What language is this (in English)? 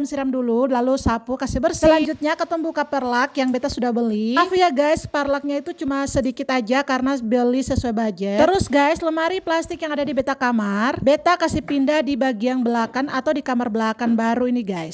Ambonese Malay